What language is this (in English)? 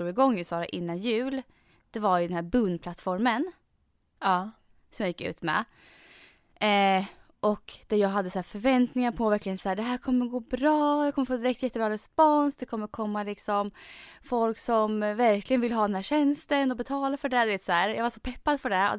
Swedish